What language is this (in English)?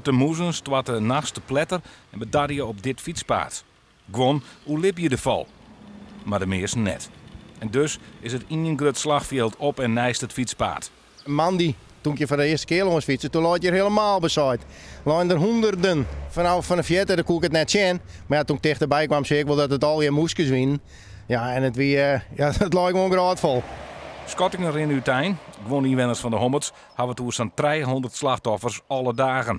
Western Frisian